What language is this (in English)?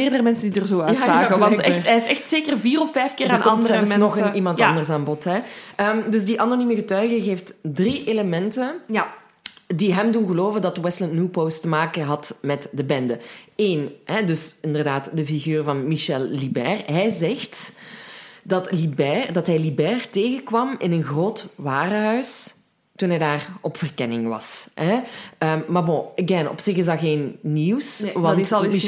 Dutch